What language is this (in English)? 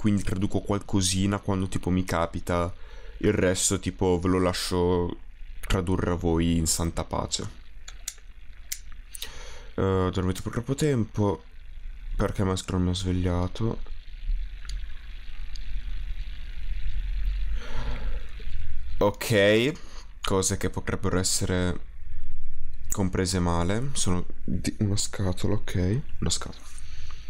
Italian